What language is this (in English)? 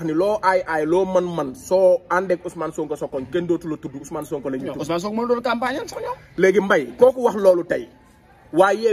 Wolof